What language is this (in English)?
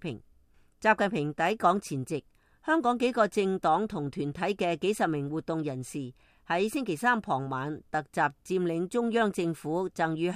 Cantonese